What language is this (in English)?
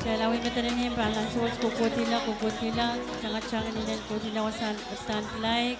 Pohnpeian